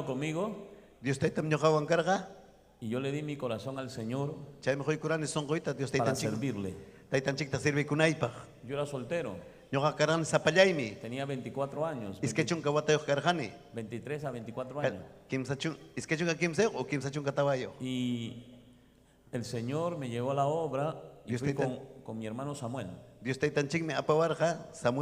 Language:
Ayacucho Quechua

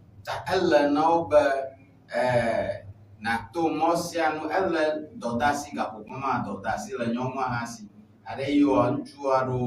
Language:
Ewe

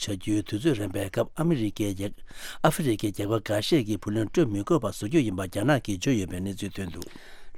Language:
Tibetan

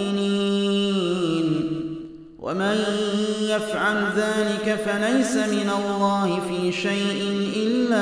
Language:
Arabic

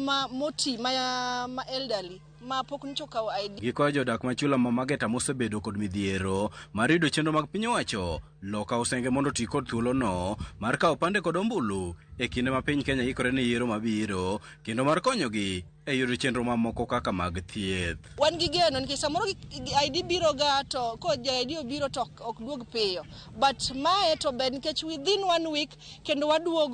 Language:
Luo (Kenya and Tanzania)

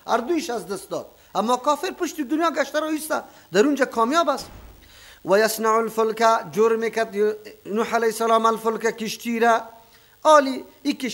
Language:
Persian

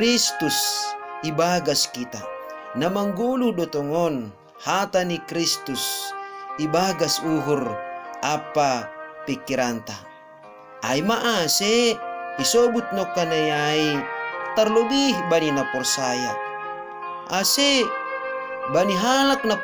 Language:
Batak Simalungun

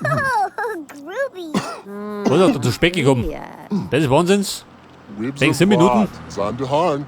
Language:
Bavarian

